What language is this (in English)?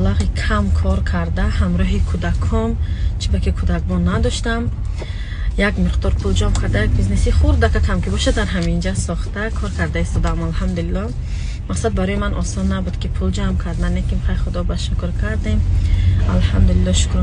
Tajik